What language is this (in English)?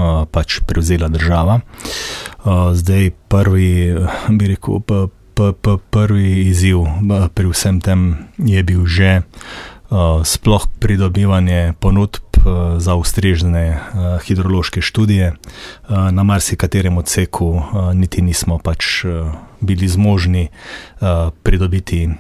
Slovenian